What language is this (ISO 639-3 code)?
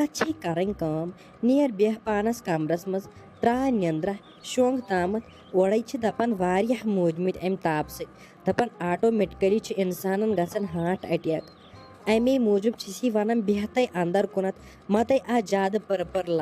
kas